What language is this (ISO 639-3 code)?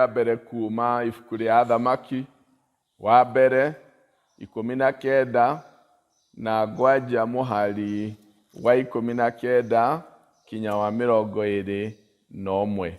kik